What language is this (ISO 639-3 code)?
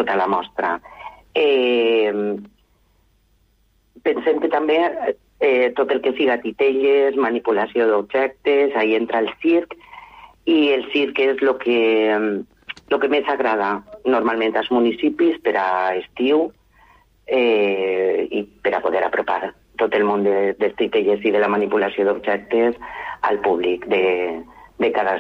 cat